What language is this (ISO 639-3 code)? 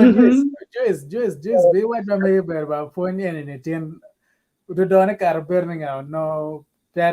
ach